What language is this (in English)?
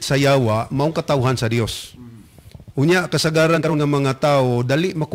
Cebuano